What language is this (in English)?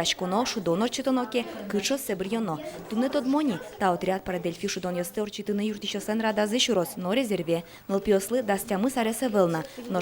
Udmurt